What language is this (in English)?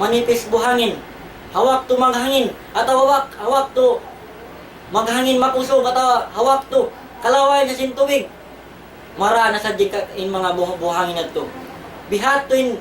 Tausug